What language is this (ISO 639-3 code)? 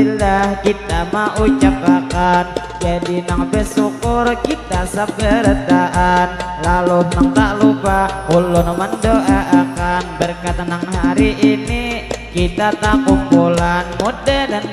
bjn